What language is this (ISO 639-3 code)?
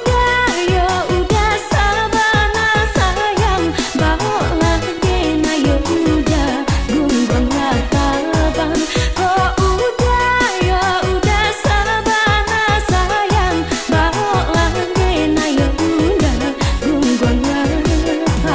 min